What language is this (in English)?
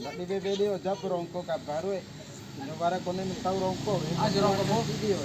Bima